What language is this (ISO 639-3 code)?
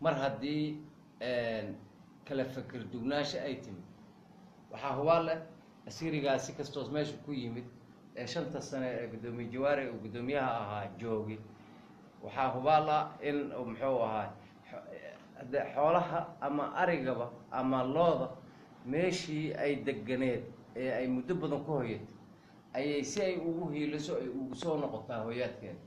som